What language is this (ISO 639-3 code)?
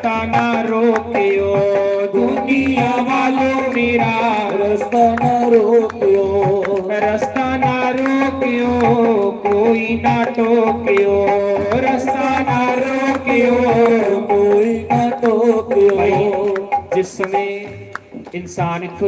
doi